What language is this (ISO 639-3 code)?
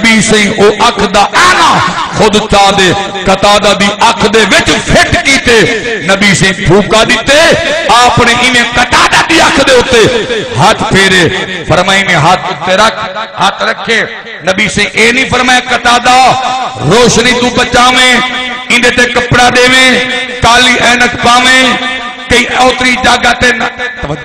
skr